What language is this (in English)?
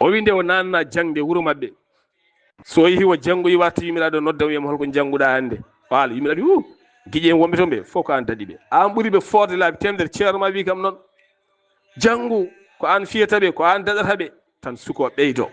Fula